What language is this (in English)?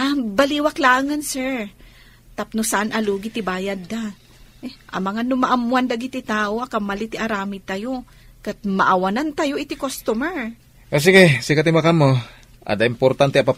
Iloko